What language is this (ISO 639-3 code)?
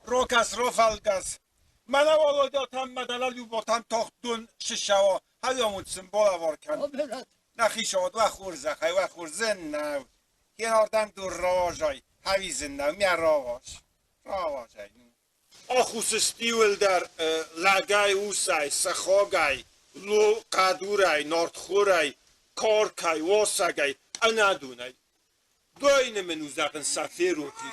oss